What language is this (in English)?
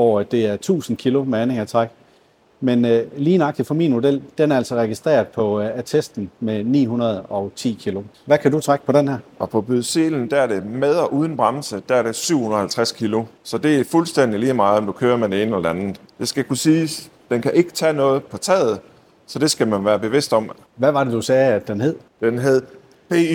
Danish